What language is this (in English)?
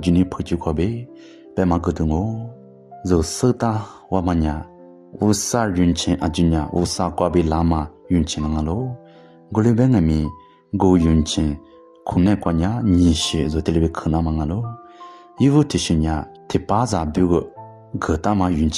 Lisu